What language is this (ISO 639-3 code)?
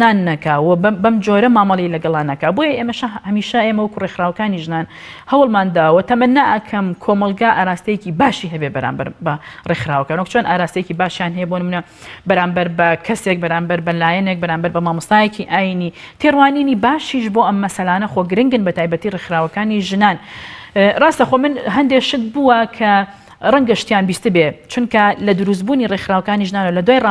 ckb